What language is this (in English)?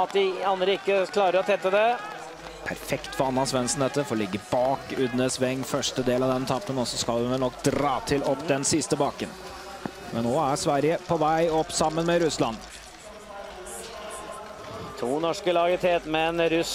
Norwegian